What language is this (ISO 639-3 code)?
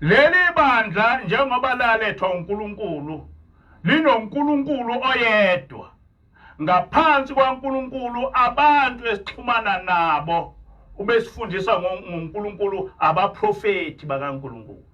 zul